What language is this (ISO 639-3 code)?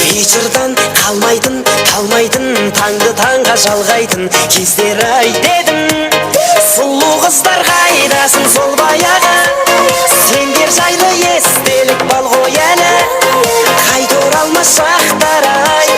kaa